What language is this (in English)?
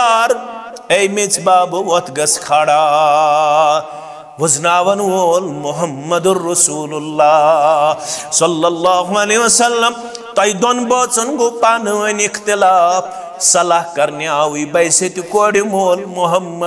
Kashmiri